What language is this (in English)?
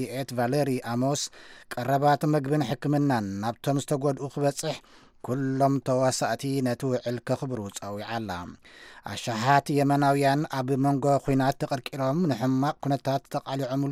Tigrinya